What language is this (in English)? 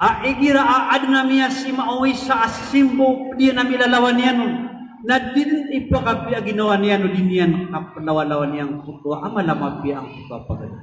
Maranao